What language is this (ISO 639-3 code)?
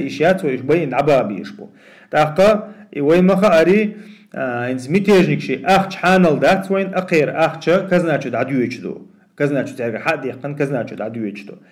che